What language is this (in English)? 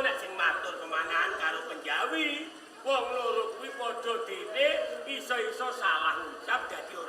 Javanese